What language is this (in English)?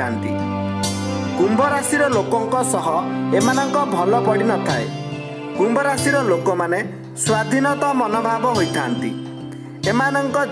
Odia